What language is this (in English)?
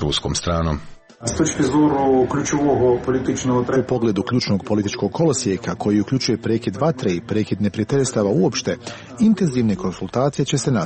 Serbian